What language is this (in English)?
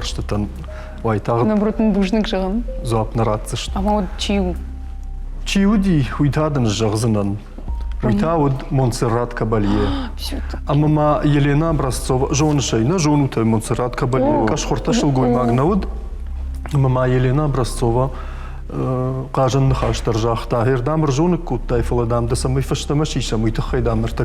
Ossetic